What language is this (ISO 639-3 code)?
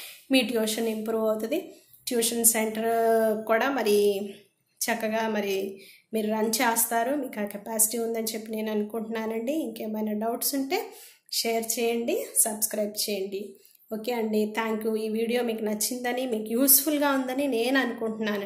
tel